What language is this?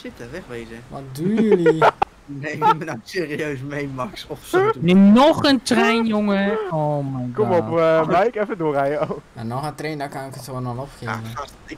Dutch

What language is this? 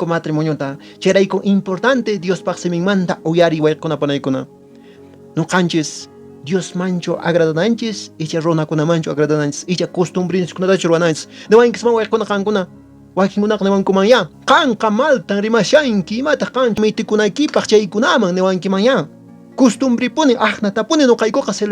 Quechua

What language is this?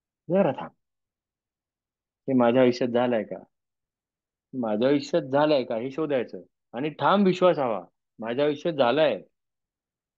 Marathi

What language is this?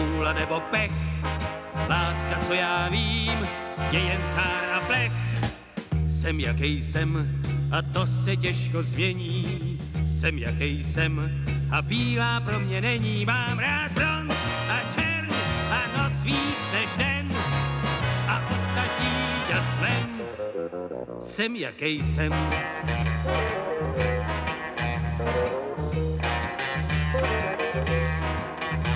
Czech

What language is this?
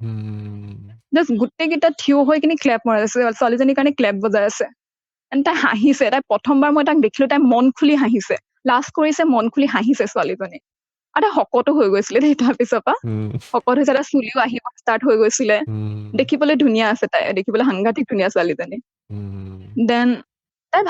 Assamese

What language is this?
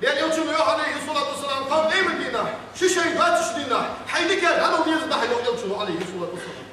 Ingush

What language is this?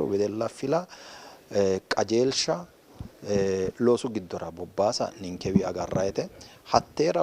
Sidamo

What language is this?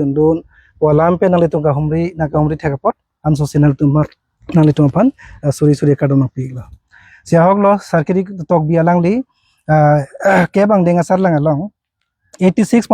Karbi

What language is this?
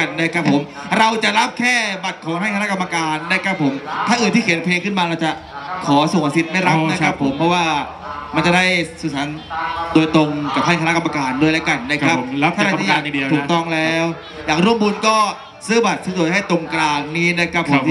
Thai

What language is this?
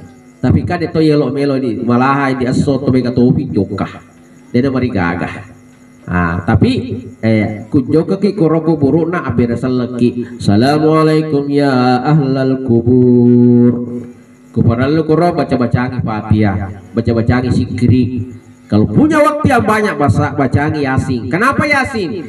Buginese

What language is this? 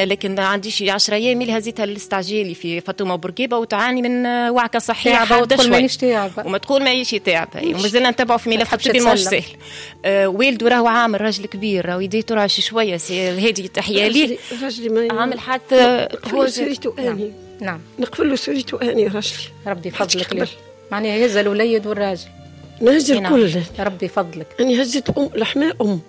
Tunisian Arabic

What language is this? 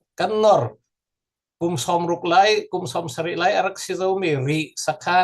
Falam Chin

